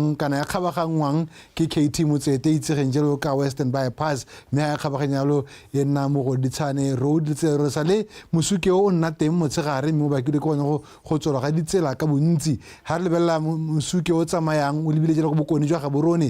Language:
Tswana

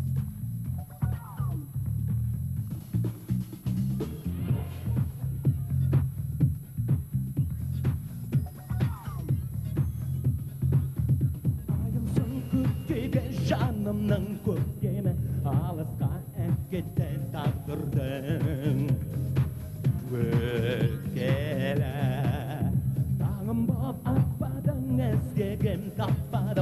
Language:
Kazakh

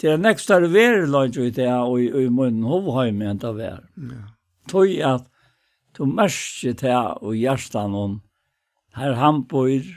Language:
Faroese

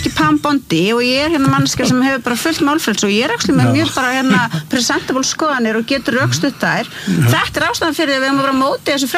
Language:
Icelandic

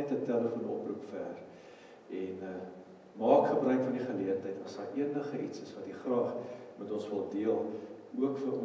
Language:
Afrikaans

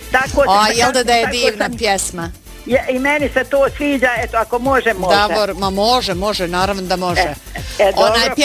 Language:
Bosnian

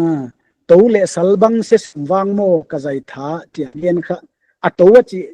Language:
Paite Chin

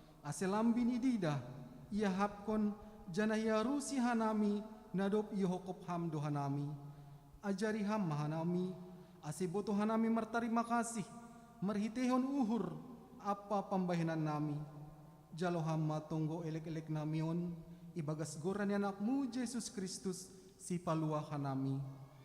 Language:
Batak Simalungun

